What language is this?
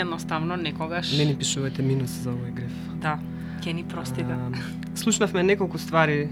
Macedonian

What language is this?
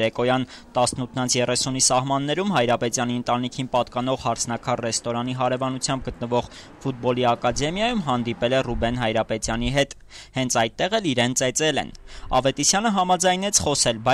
Armenian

